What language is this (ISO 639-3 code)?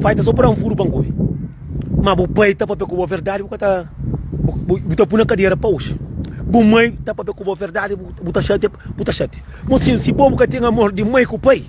kea